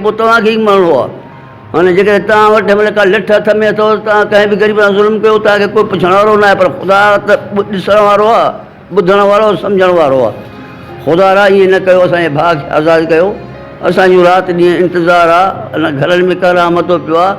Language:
Sindhi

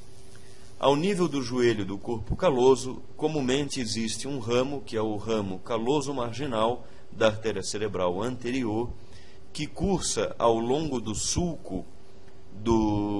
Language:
Portuguese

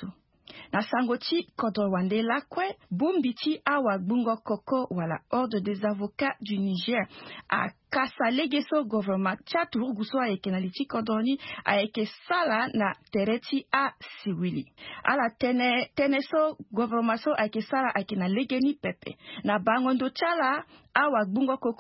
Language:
Sango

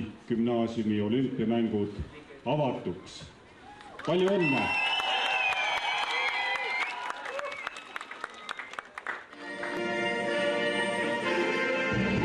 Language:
Estonian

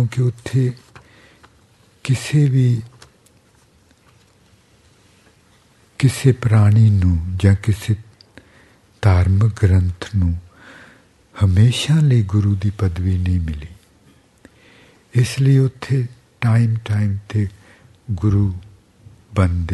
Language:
Punjabi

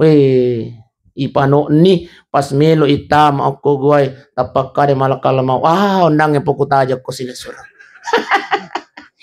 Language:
Buginese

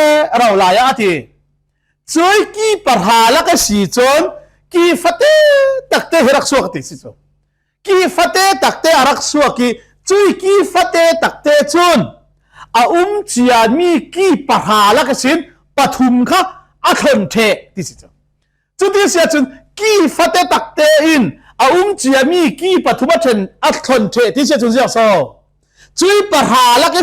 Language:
Falam Chin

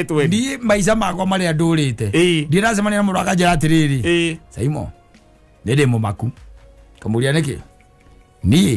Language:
Kikuyu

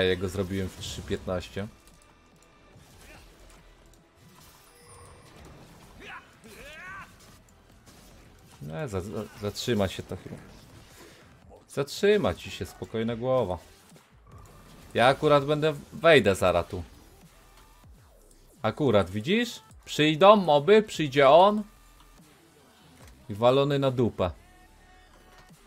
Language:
Polish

